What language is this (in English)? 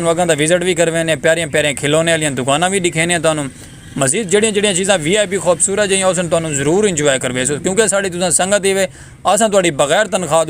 Saraiki